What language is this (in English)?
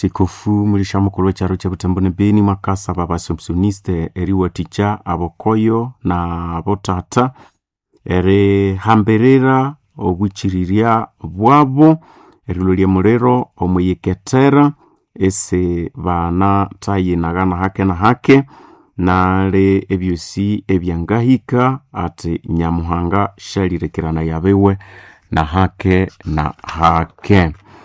Nande